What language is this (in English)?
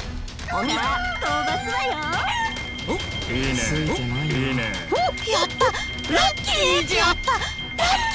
Japanese